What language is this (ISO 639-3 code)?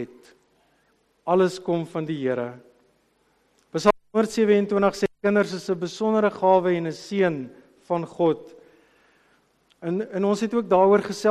afr